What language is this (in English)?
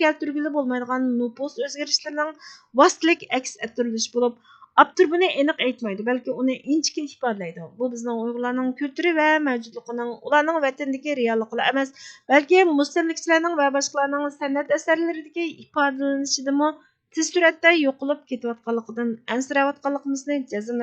Uyghur